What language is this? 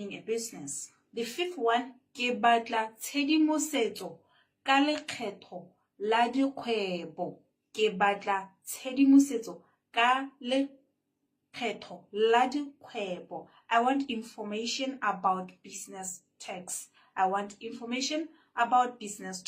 Tswana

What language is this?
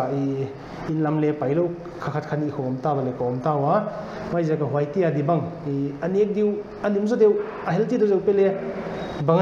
Paite Chin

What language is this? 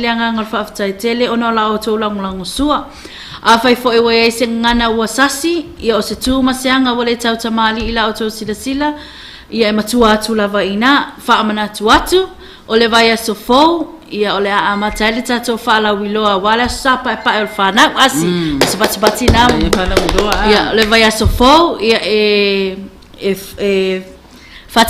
Samoan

